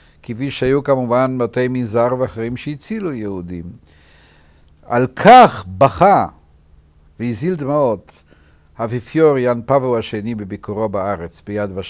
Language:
Hebrew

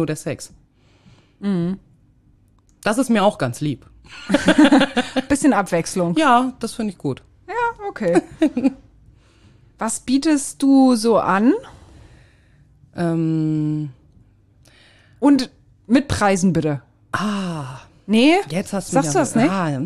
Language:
German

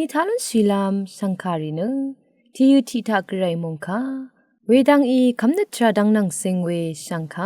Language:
Rawang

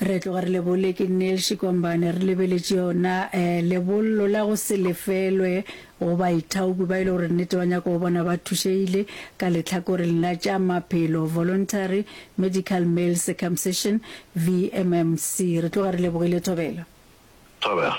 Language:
Northern Sotho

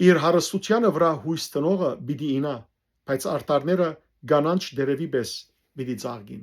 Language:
Western Armenian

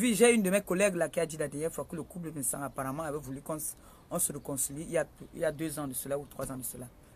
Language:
French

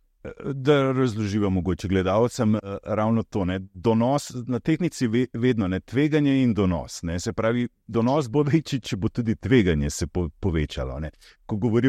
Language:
Slovenian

